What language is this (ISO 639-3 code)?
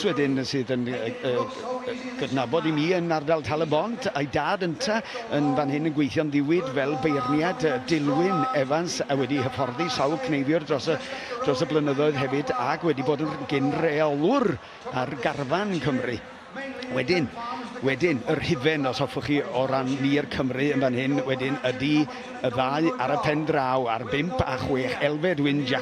cym